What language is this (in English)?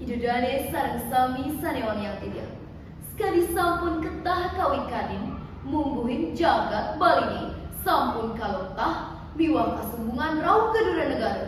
Balinese